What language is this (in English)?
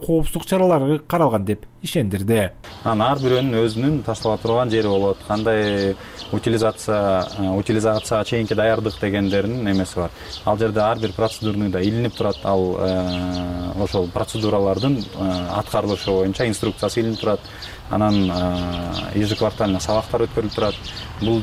Kyrgyz